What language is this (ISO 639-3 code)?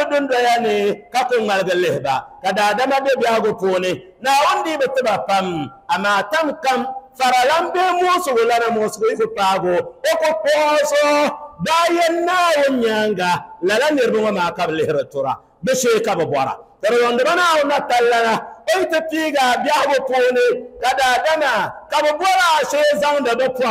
dag